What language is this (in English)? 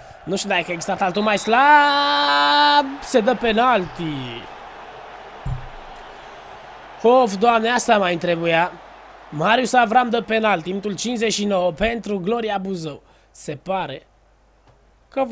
Romanian